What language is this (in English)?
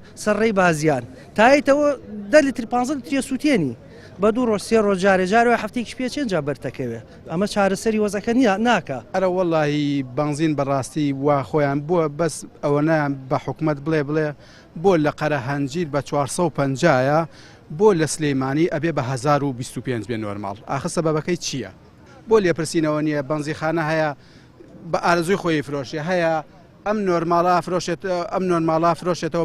Central Kurdish